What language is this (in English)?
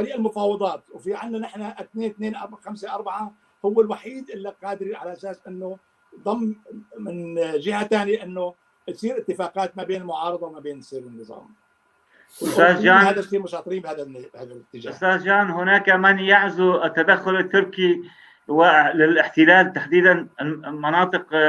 North Levantine Arabic